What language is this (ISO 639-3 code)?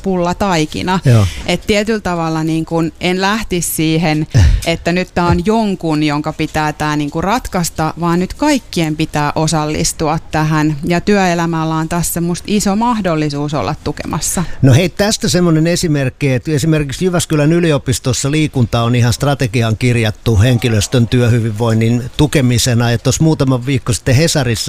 fin